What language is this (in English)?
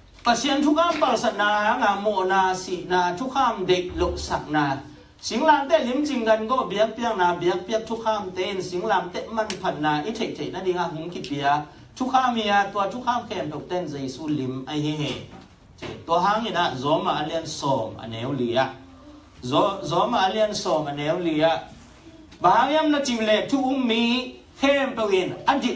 Tedim Chin